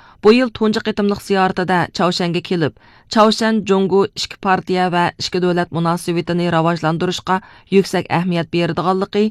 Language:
Uyghur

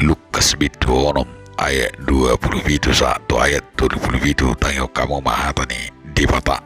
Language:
Batak Toba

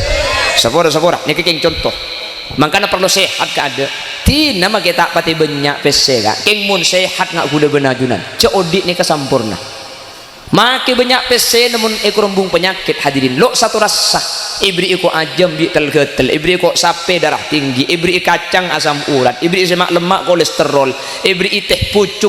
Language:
Madurese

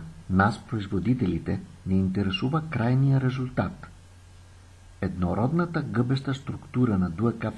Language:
Bulgarian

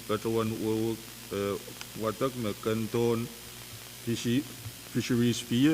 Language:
Pohnpeian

